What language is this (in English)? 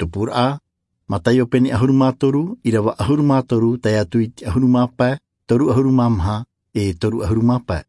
Tahitian